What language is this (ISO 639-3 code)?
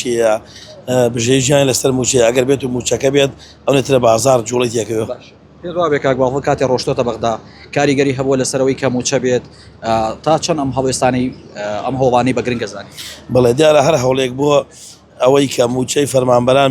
ckb